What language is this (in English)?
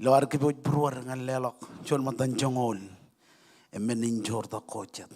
Marshallese